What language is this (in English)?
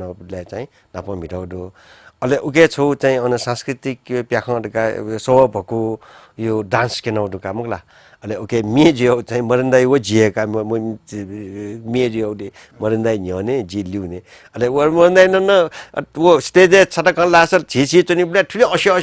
Newari